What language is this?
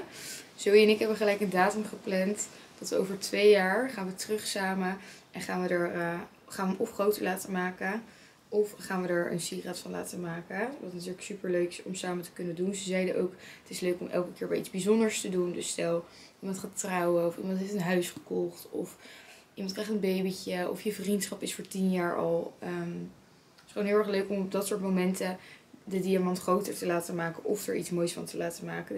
Dutch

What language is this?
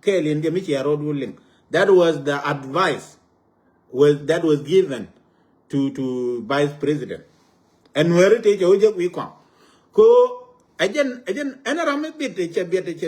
Nuer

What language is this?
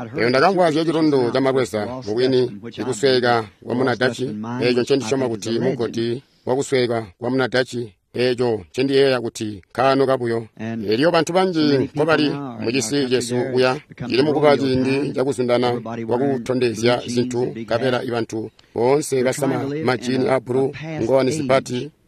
Tonga (Zambia)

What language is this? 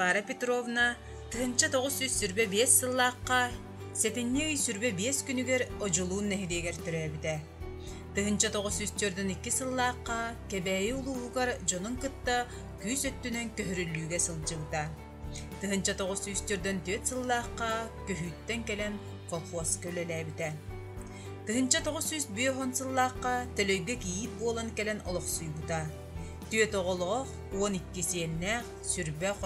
Yakut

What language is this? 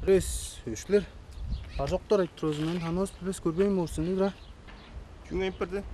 Tuvinian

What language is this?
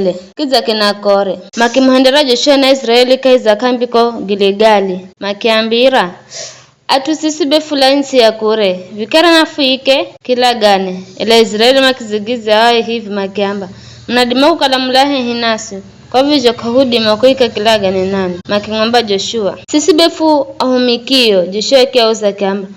Giryama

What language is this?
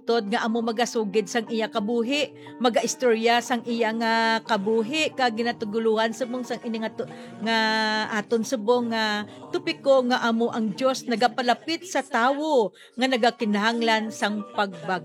Hiligaynon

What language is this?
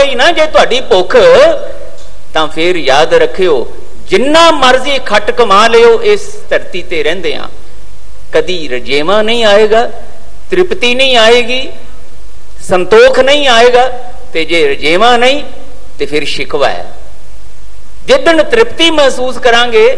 Punjabi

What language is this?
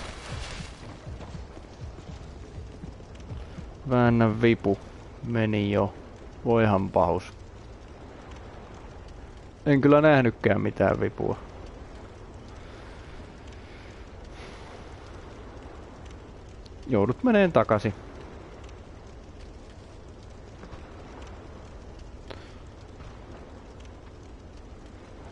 Finnish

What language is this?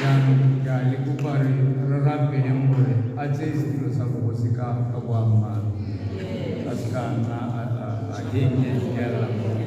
Tswana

